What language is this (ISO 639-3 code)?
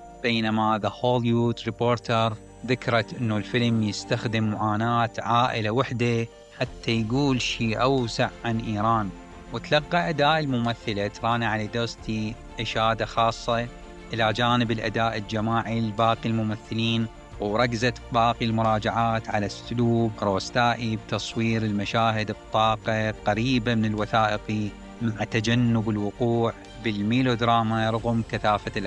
acm